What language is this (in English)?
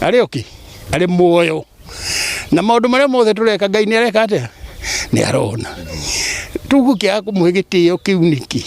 Kikuyu